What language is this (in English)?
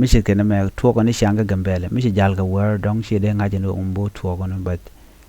Nuer